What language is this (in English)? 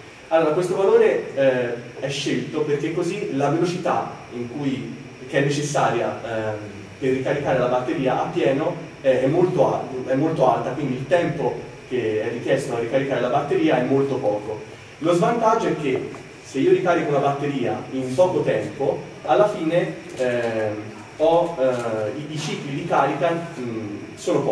Italian